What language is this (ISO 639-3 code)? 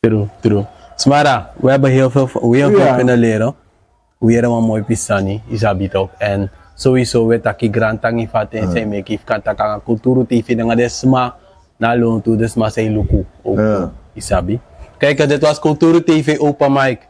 srn